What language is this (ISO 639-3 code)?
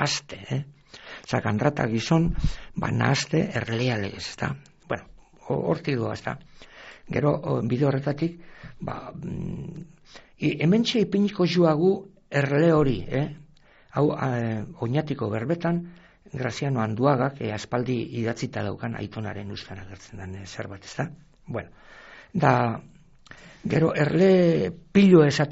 eus